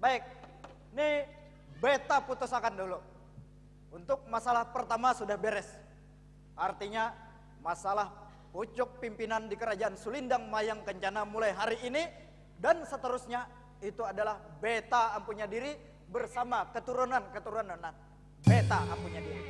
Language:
Banjar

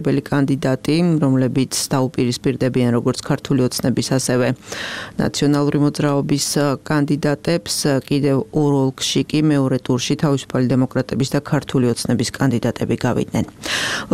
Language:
Georgian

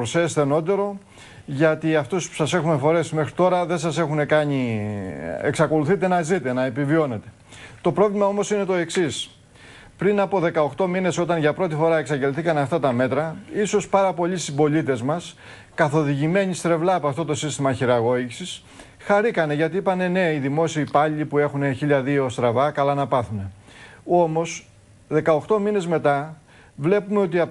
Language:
Greek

